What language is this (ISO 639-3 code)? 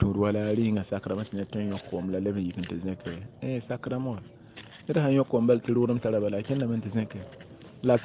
mos